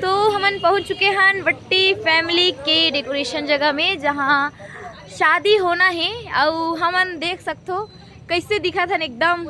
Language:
Chhattisgarhi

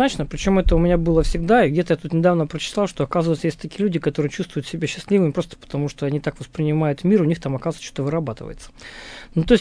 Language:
Russian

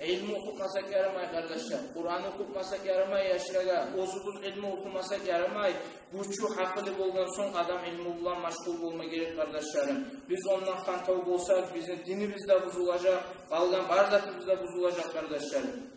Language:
Kumyk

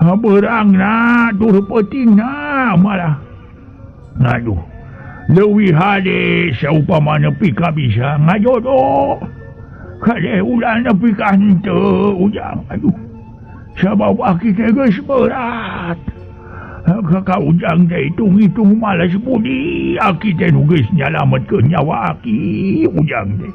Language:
Sundanese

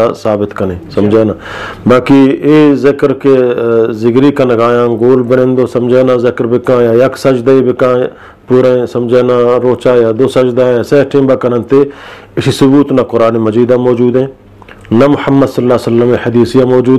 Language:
Eastern Balochi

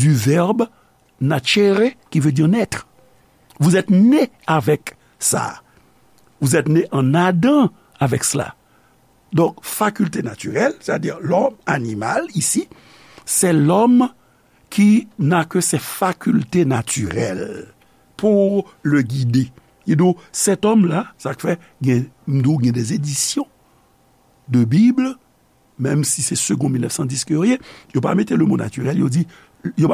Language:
Haitian Creole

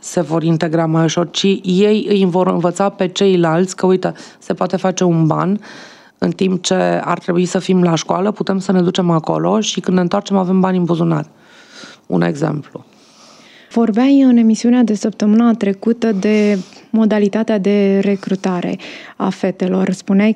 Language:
Romanian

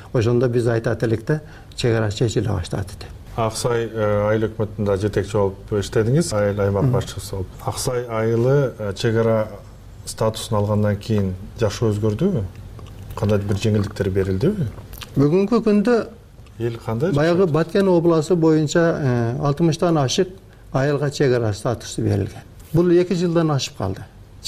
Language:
Kyrgyz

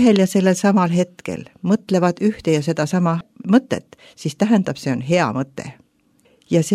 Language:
Estonian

